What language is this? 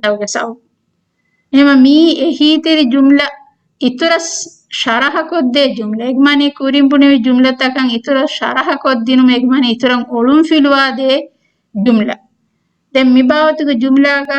Divehi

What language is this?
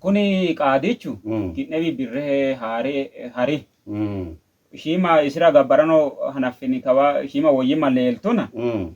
Sidamo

